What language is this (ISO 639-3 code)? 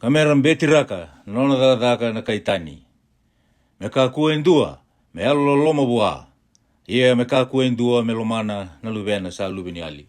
fij